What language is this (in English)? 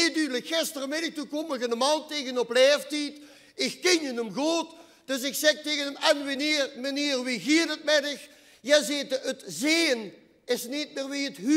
Limburgish